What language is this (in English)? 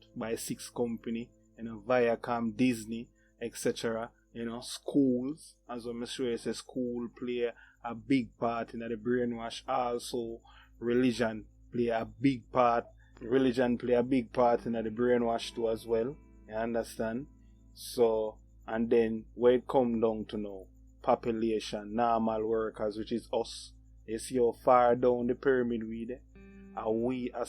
Jamaican Creole English